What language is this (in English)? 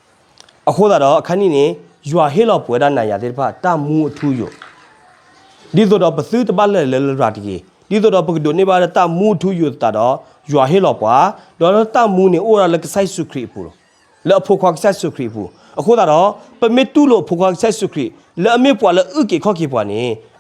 S'gaw Karen